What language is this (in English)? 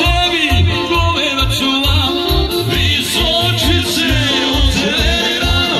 Croatian